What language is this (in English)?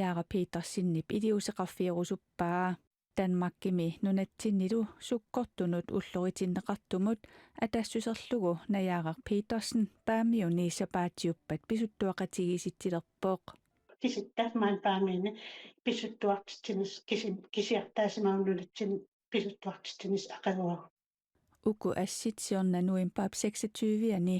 Kalaallisut